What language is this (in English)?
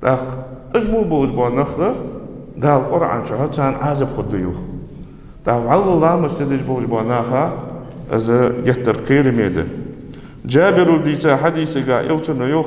Ingush